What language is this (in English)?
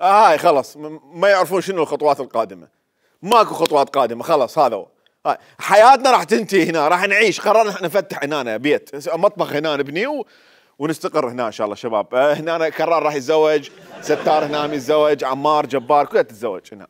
Mesopotamian Arabic